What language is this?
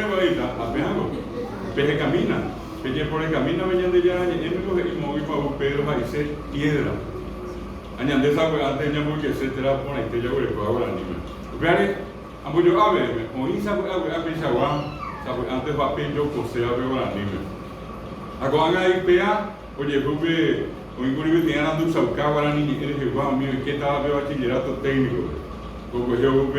Guarani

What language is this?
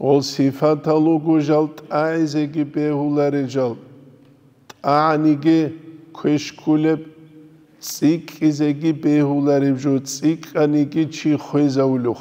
Avaric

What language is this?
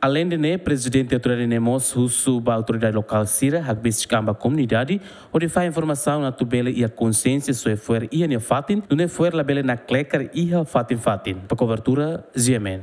Tetum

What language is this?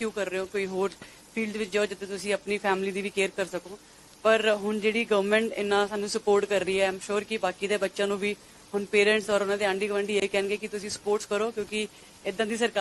Punjabi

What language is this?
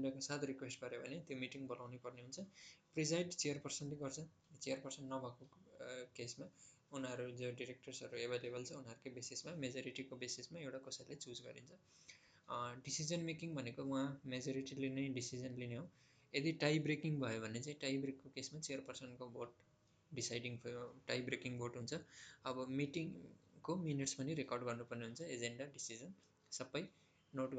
Nepali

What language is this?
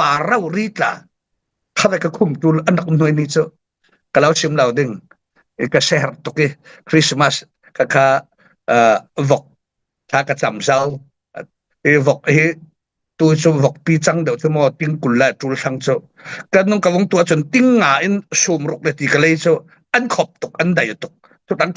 Falam Chin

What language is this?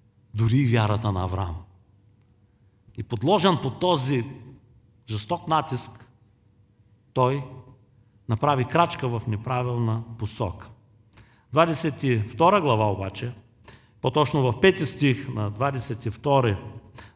Bulgarian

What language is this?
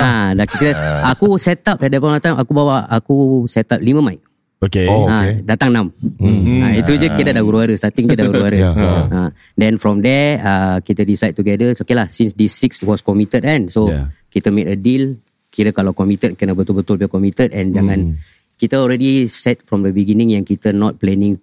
Malay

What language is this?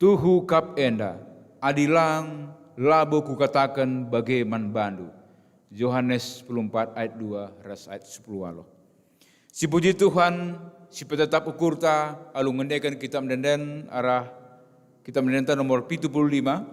Batak Karo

